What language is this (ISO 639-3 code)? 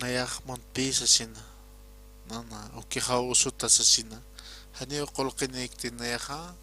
aym